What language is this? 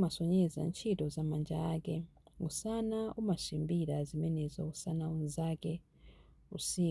Nyanja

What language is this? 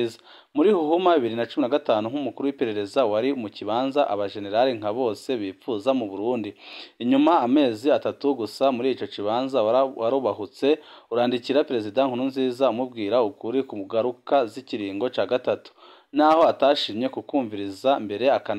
Rundi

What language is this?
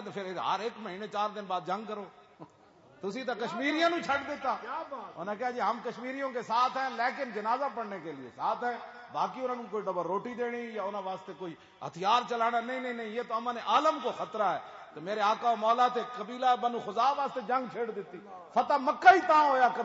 Western Panjabi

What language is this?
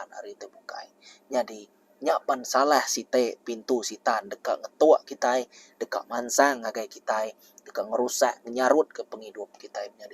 Iban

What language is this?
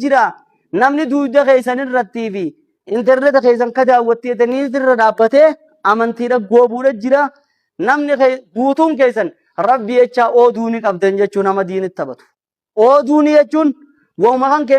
Oromo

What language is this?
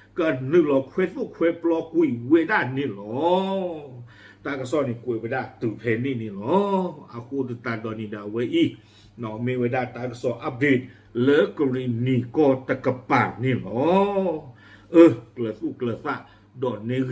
S'gaw Karen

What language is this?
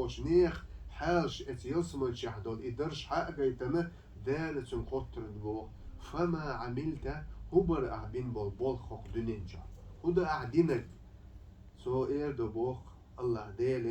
Chechen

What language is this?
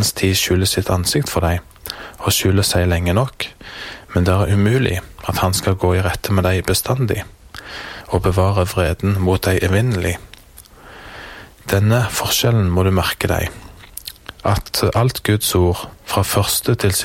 Norwegian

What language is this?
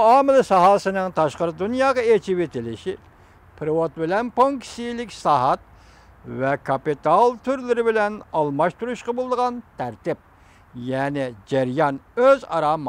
Uyghur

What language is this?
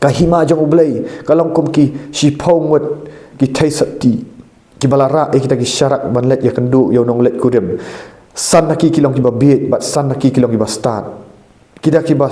Khasi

